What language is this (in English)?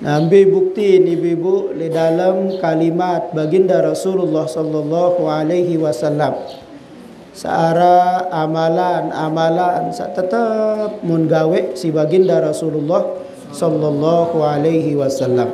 Sasak